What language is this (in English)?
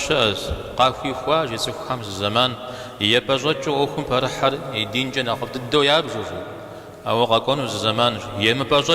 Kabardian